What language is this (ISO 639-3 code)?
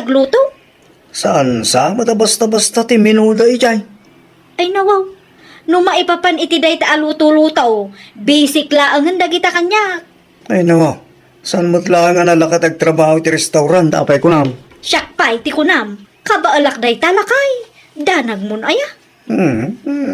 ilo